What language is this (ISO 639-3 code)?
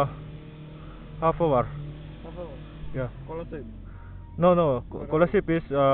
lus